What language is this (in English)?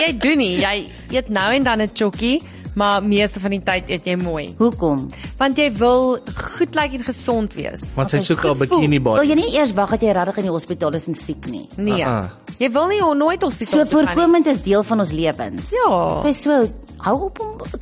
Afrikaans